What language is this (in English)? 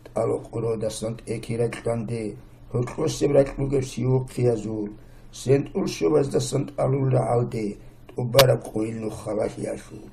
Avaric